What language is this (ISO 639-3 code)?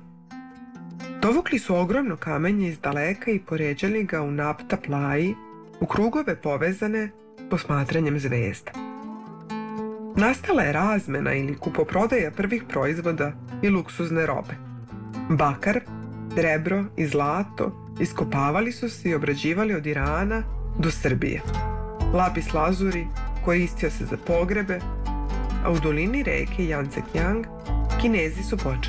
srp